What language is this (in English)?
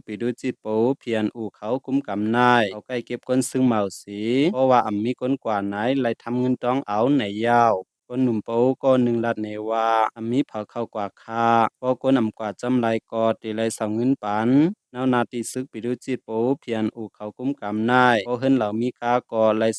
Shan